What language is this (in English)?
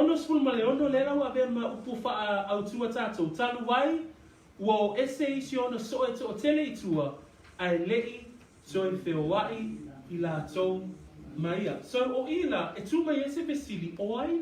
Samoan